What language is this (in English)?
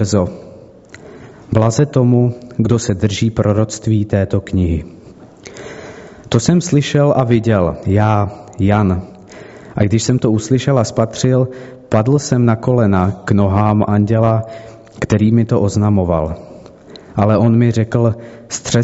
Czech